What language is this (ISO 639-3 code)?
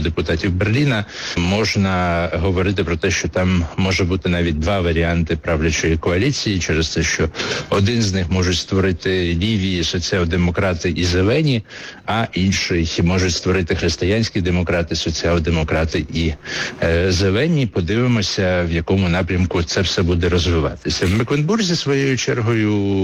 ukr